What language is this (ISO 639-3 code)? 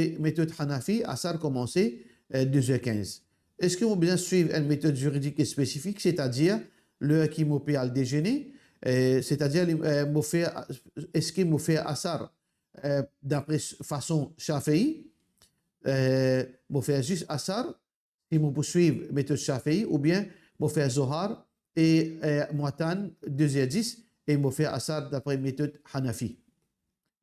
mfe